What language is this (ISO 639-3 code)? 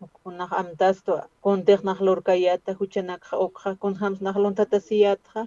aym